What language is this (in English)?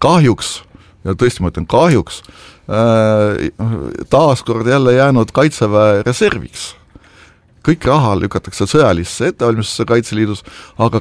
Estonian